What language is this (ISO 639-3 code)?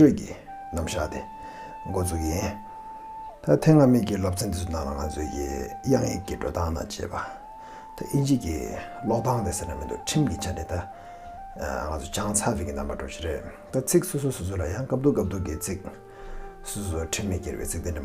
bod